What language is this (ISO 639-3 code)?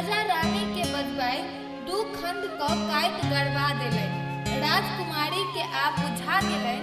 mai